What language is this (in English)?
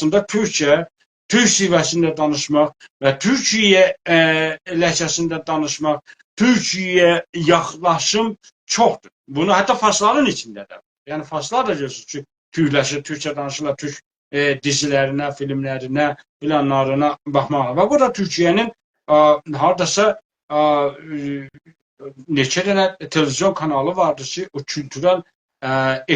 South Azerbaijani